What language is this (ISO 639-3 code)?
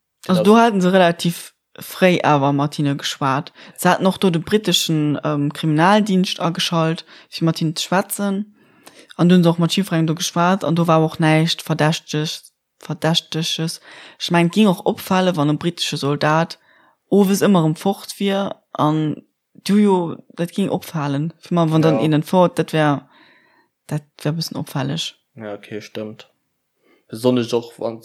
ltz